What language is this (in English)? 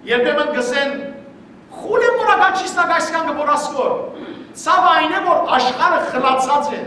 Western Armenian